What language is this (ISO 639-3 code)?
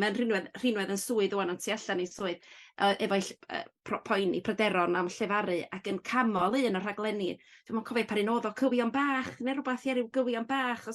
cym